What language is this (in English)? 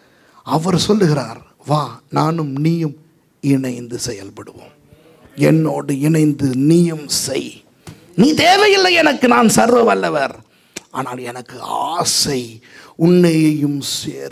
Tamil